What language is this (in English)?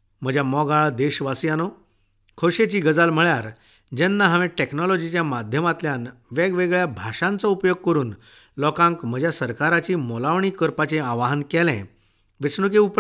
Konkani